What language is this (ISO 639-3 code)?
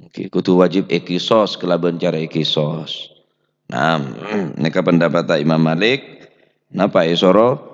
mad